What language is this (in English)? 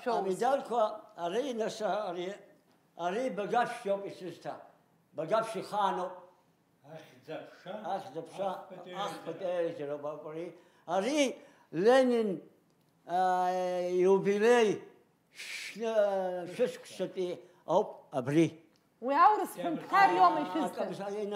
Abkhazian